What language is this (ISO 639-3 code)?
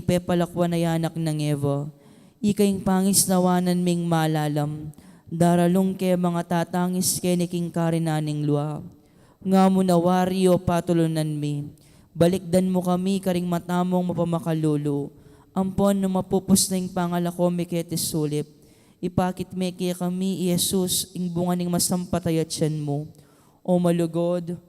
pam